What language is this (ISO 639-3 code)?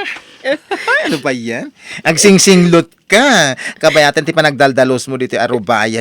ilo